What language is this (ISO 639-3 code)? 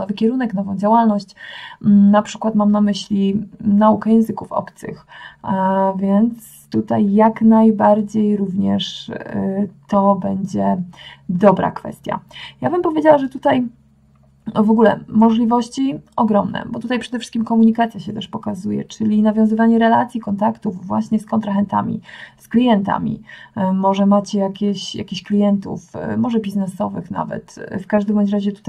pol